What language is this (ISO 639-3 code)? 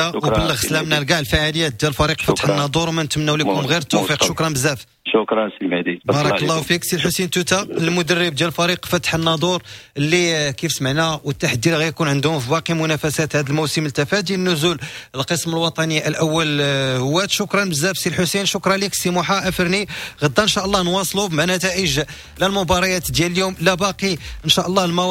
ary